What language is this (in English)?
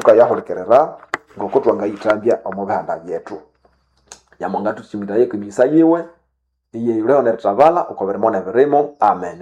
Nande